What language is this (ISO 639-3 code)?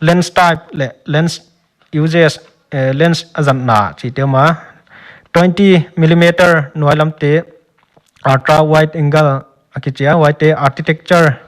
pck